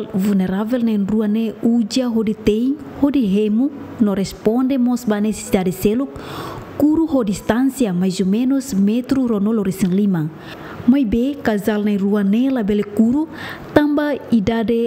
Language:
Tetum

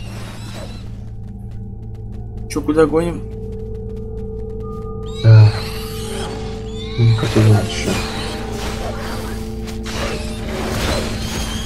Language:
Russian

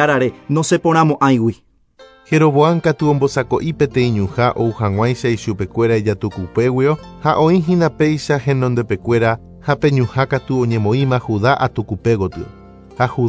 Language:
Guarani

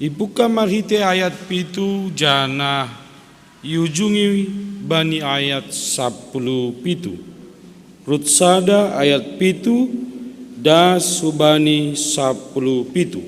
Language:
Batak Simalungun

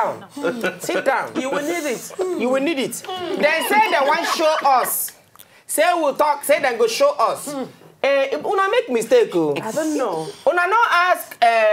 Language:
Nigerian Pidgin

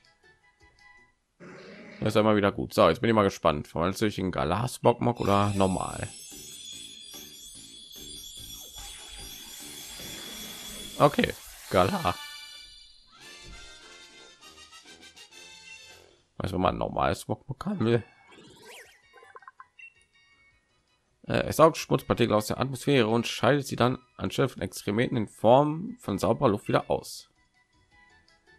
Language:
German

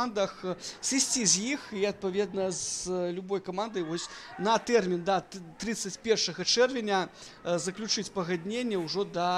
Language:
Belarusian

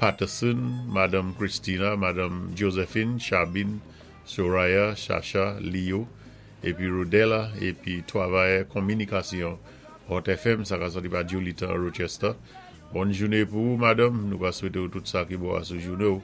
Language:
Saint Lucian Creole French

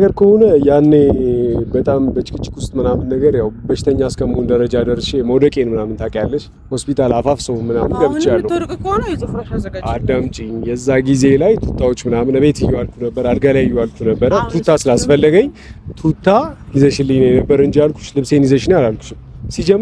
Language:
Amharic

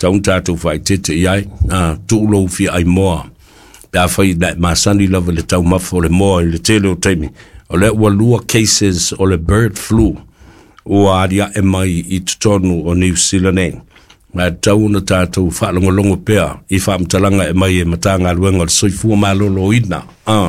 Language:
Samoan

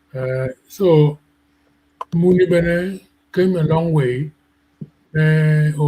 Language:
Acoli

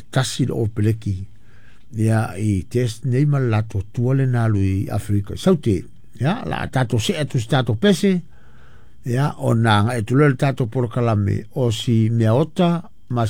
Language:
Samoan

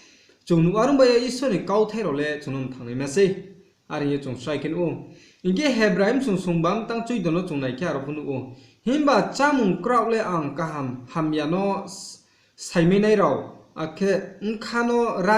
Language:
Riang (India)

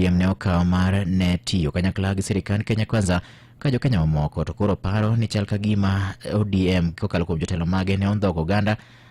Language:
Luo (Kenya and Tanzania)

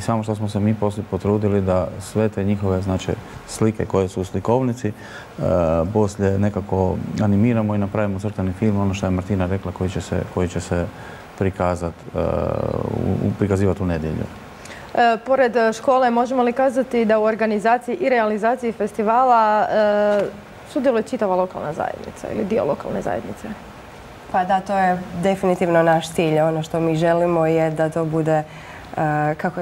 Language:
Croatian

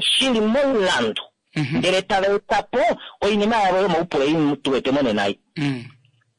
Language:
Kuanyama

